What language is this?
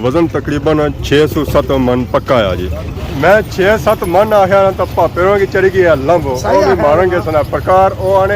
Pahari-Potwari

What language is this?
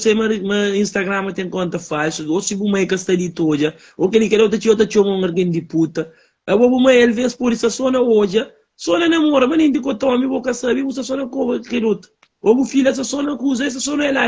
Kabuverdianu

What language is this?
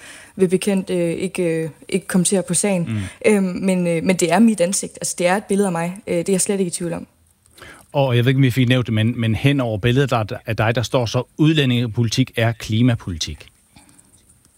Danish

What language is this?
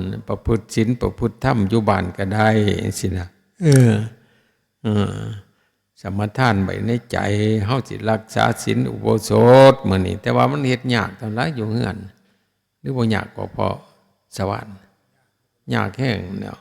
Northeastern Thai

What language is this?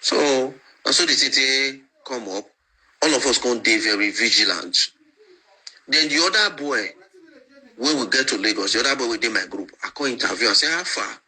Nigerian Pidgin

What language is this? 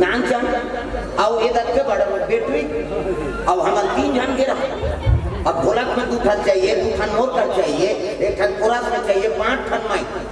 Chhattisgarhi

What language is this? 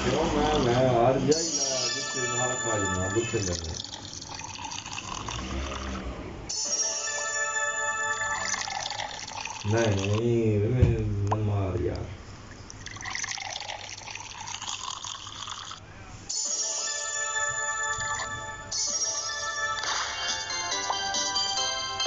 Hindi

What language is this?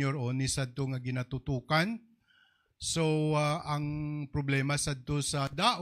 Hiligaynon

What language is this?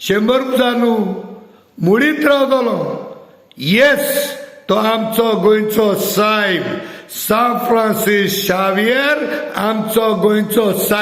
Konkani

